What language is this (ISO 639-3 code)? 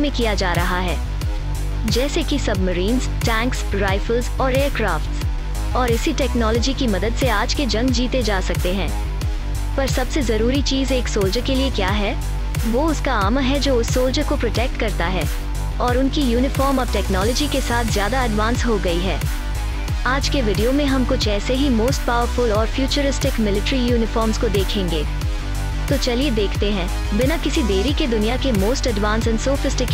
hin